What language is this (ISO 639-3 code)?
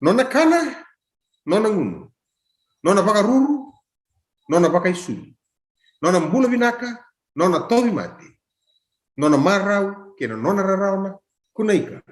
fij